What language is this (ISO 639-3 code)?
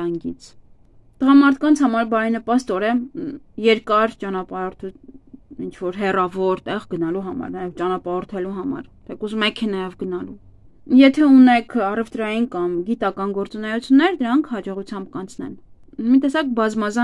hye